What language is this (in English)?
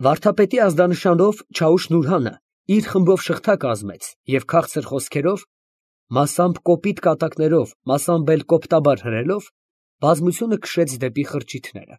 Armenian